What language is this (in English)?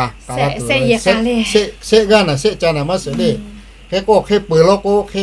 Lahu